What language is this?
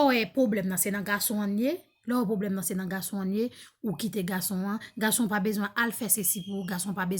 Haitian Creole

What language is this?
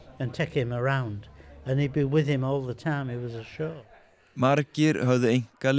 Icelandic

